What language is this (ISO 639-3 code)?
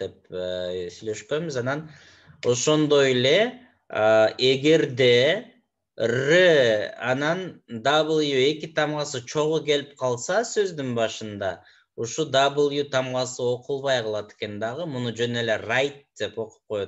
kir